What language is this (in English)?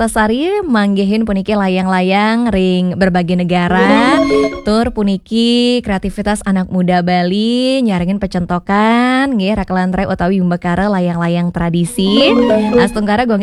Balinese